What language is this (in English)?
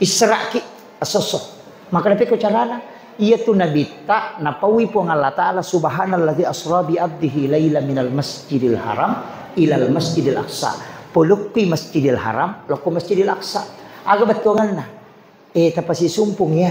Buginese